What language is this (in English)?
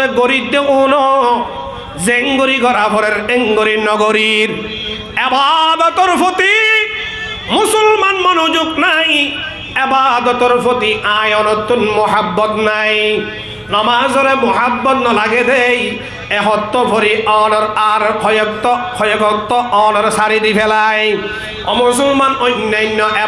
Rohingya